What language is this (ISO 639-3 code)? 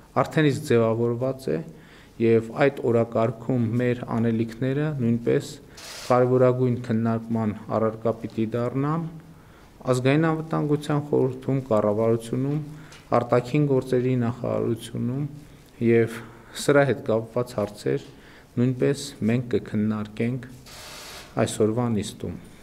hye